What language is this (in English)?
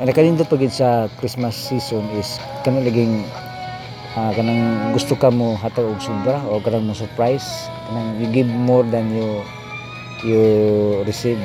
Cebuano